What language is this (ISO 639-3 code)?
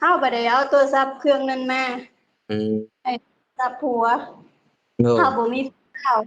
lao